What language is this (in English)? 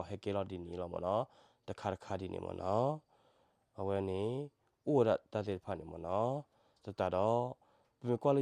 S'gaw Karen